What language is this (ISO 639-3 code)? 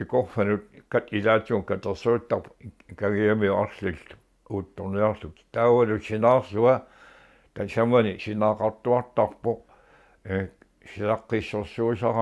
kal